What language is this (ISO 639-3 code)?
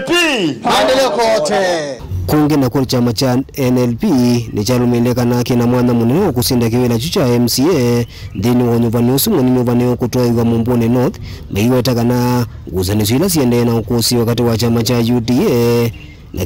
kam